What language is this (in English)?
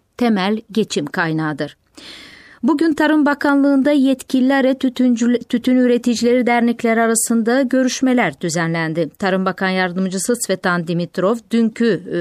Turkish